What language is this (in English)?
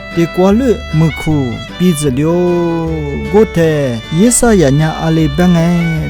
Lisu